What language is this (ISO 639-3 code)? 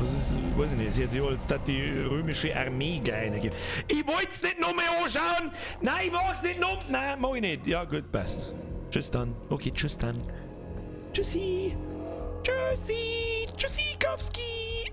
bar